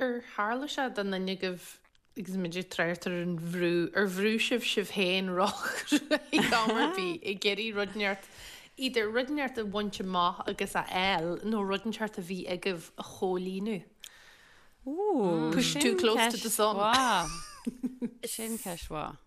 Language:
Irish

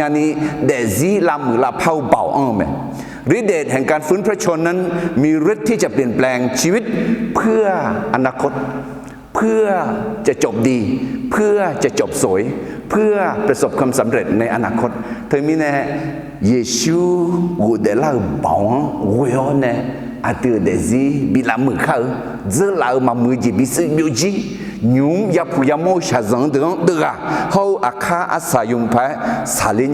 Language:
Akha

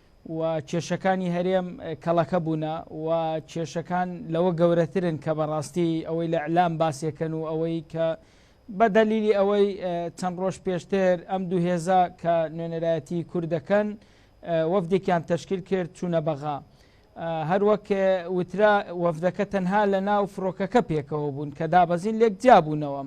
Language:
Central Kurdish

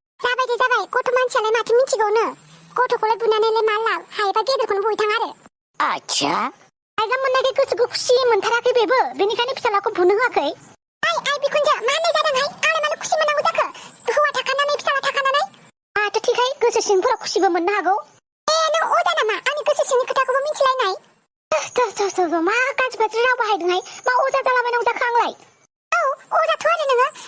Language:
Bodo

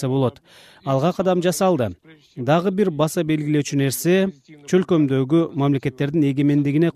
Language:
Kyrgyz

